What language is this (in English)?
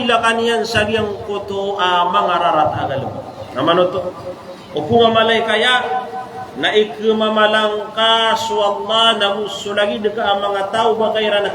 Maranao